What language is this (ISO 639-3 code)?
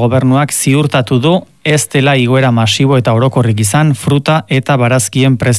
eus